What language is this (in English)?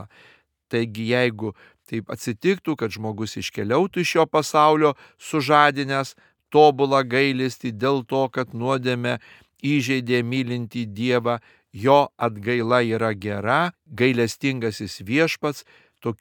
Lithuanian